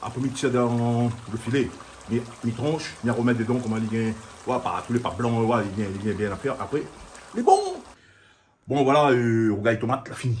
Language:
Réunion Creole French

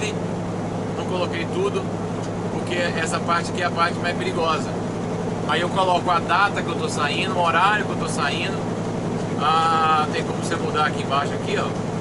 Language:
Portuguese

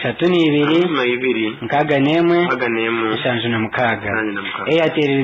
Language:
Nyankole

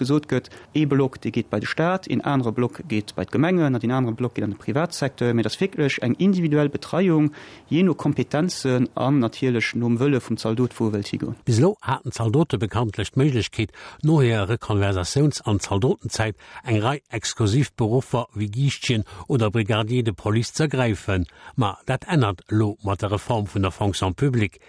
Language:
Luxembourgish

